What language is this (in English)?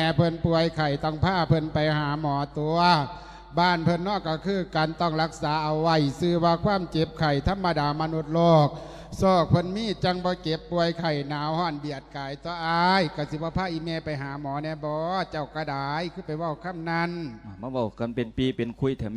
Lao